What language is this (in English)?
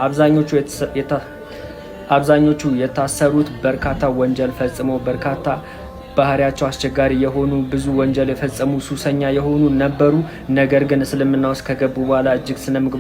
Amharic